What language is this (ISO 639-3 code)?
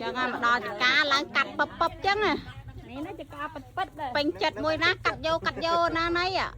khm